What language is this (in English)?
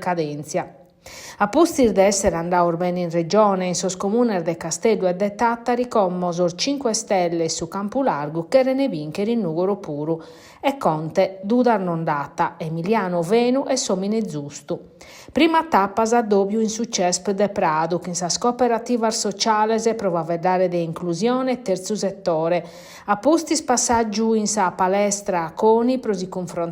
Sardinian